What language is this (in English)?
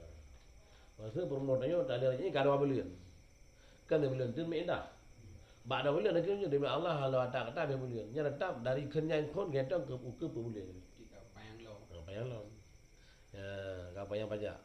Achinese